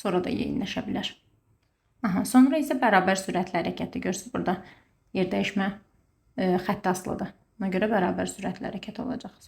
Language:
Azerbaijani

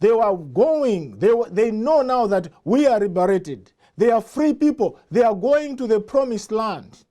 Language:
English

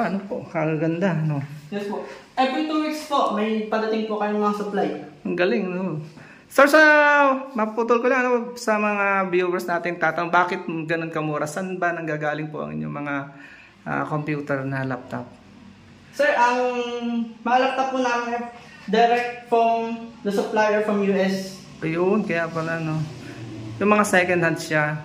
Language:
Filipino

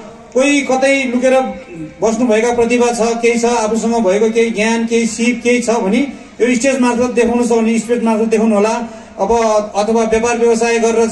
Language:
Nepali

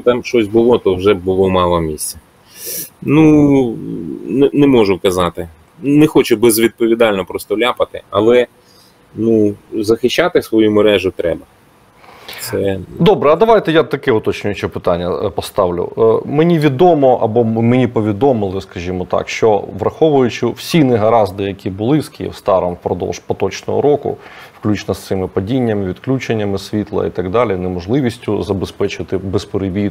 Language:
Ukrainian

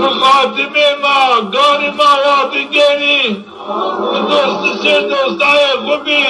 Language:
Zaza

